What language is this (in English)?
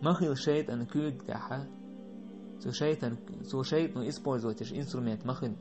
Chechen